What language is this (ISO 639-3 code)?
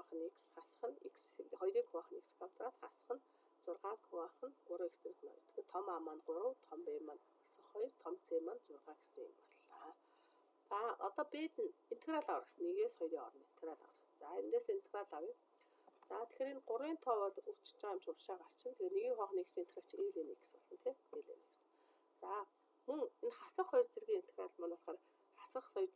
mon